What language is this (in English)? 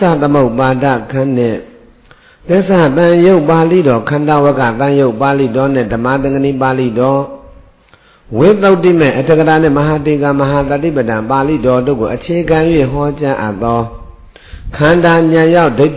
Burmese